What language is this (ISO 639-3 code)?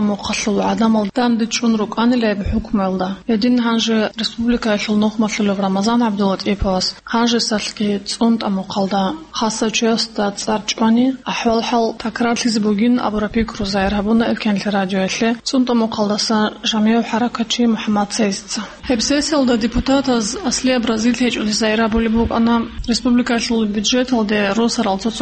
ava